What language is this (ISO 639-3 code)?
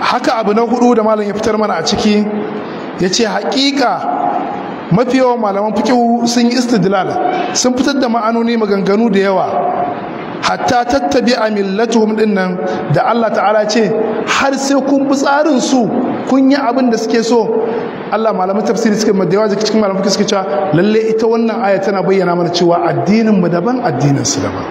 hau